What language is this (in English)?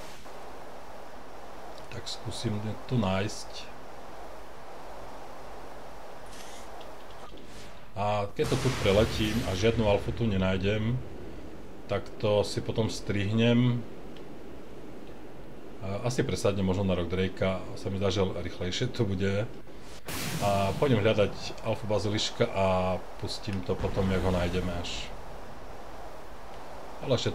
Slovak